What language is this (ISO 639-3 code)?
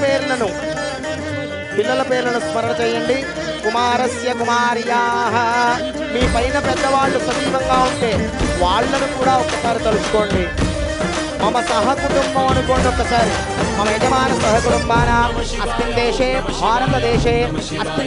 tel